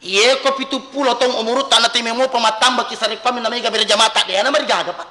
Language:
Buginese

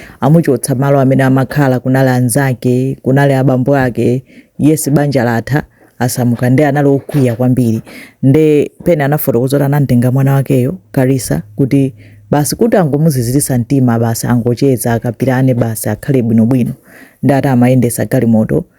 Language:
Nyanja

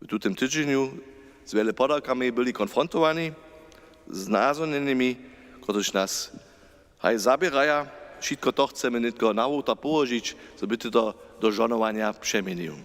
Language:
Upper Sorbian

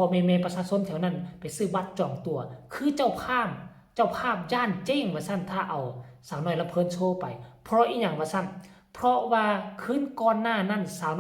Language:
Northeastern Thai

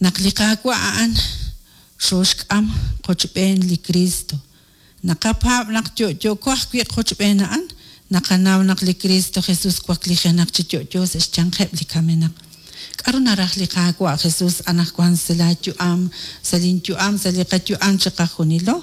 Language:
Kekchí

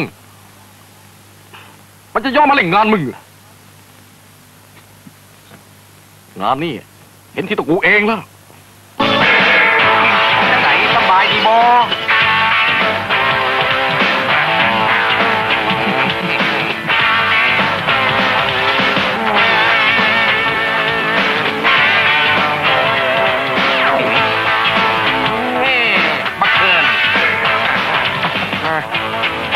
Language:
Thai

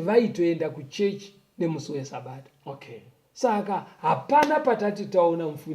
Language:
Shona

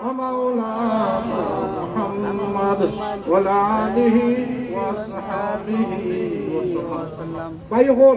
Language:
Sylheti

